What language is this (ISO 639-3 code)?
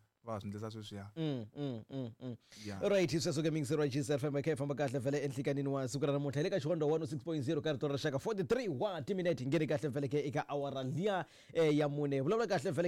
tso